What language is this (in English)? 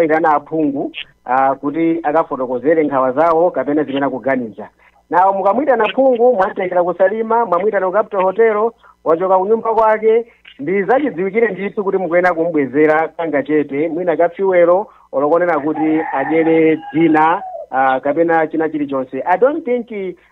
Nyanja